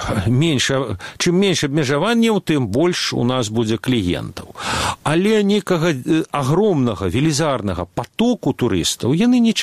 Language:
Belarusian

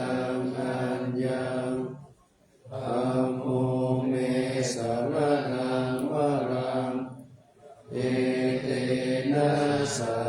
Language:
Pali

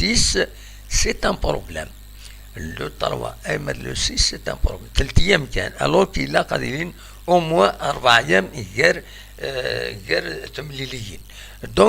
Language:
Kabyle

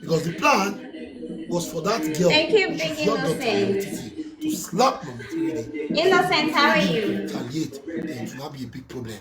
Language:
Nigerian Pidgin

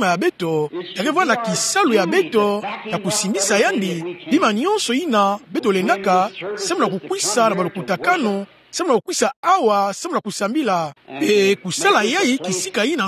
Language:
Kituba (Democratic Republic of Congo)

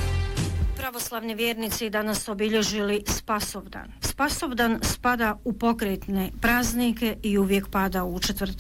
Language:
Bosnian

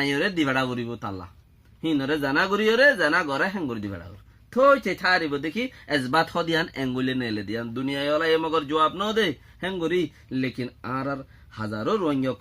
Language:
Rohingya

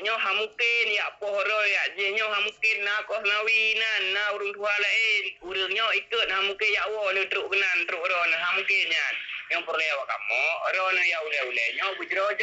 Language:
Achinese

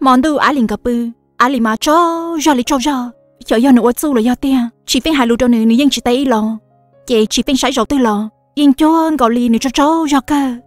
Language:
Hmong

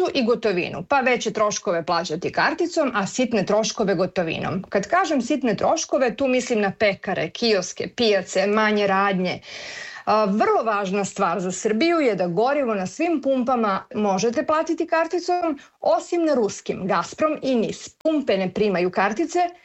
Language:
Serbian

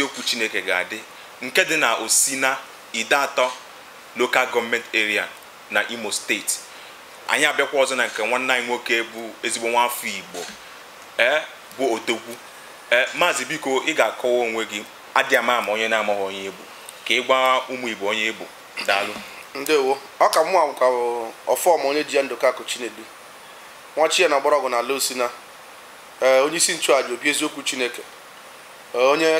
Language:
Igbo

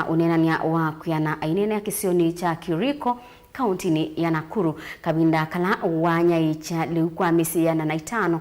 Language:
Kamba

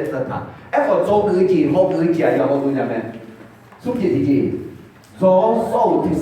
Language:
Akha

